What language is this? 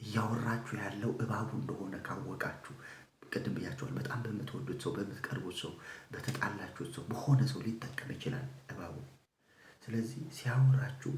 Amharic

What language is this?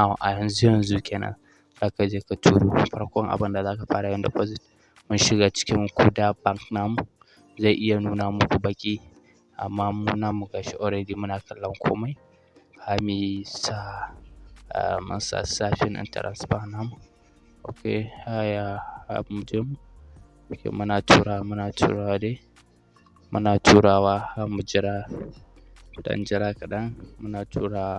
Hausa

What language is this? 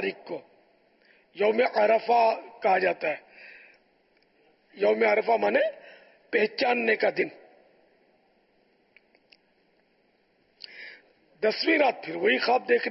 Urdu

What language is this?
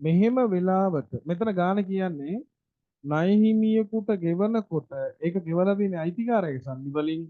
Sinhala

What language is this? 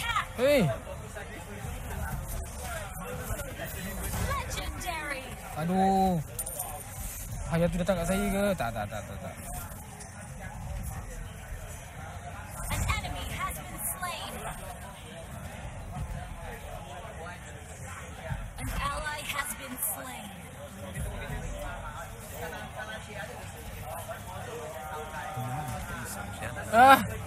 Malay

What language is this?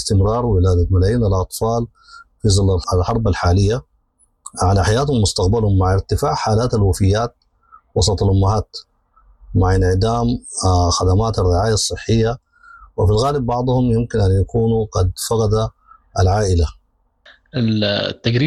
Sudanese Arabic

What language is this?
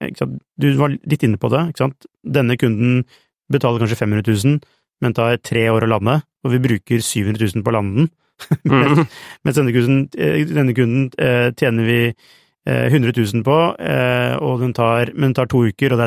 Norwegian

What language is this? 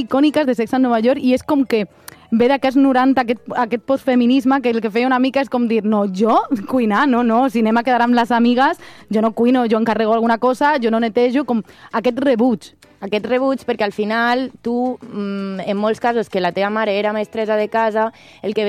Catalan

